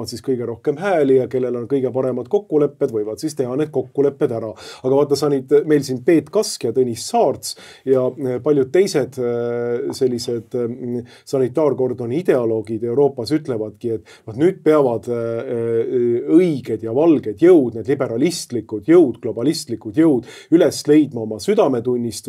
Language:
Estonian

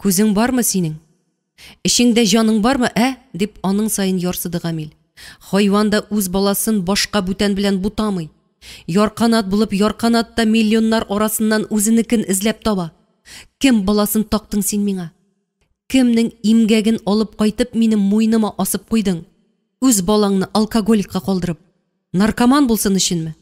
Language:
Tatar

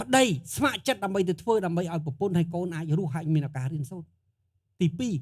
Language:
Khmer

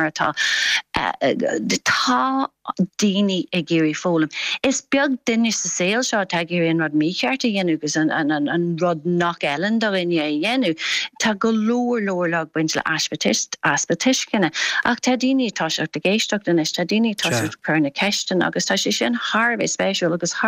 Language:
Irish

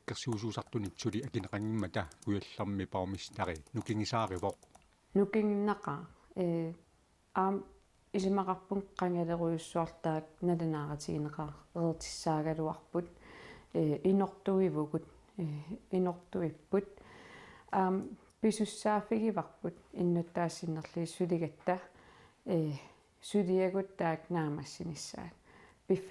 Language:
Kalaallisut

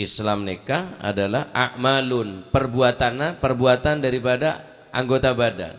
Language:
Madurese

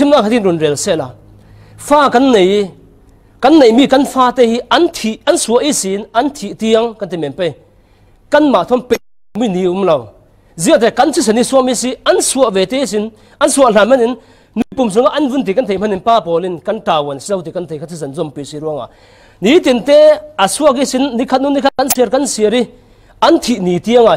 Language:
Falam Chin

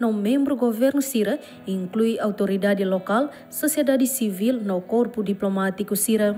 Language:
Tetum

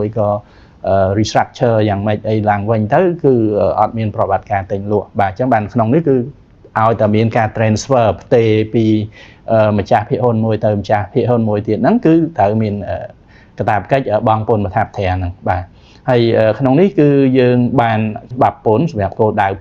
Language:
Khmer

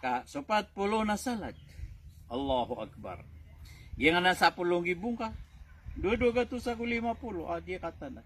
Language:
Maranao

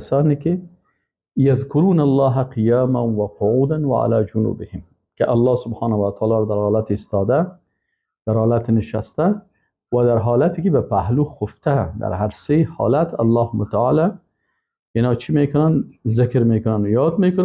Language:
Persian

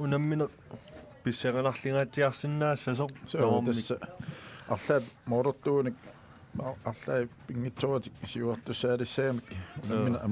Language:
Kalaallisut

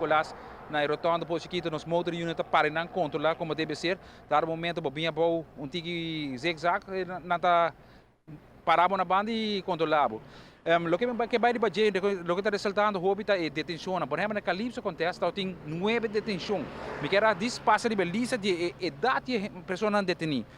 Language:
Papiamento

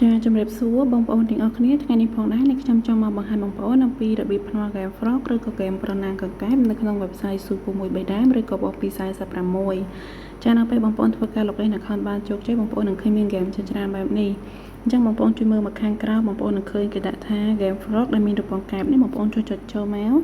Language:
Khmer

